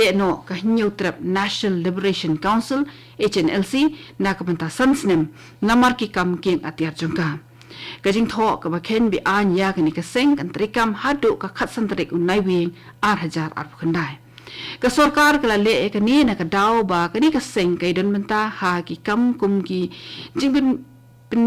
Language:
Khasi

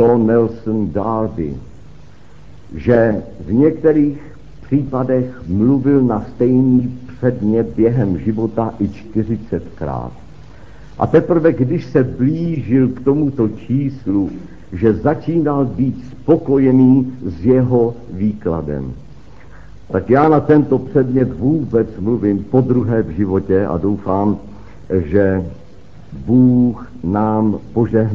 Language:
Czech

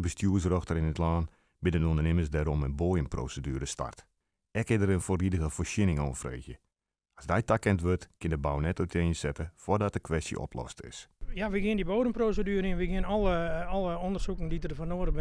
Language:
Western Frisian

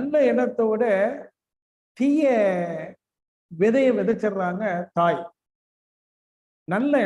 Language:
Tamil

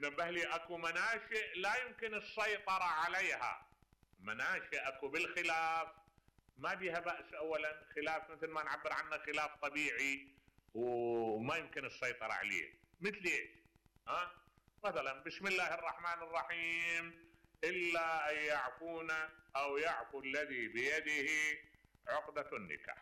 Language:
Mesopotamian Arabic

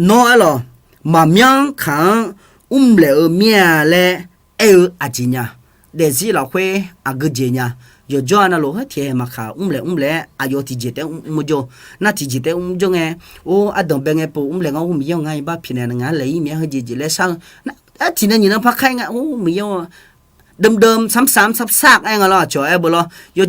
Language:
Akha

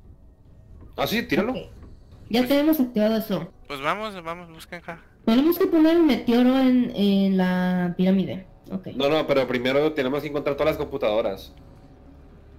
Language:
Spanish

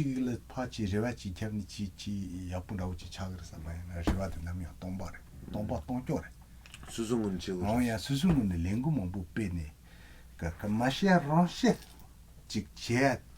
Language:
Tibetan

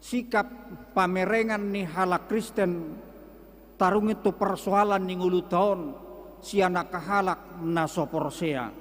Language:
Batak Toba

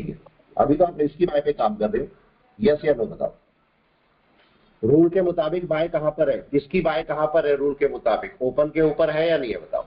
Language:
Hindi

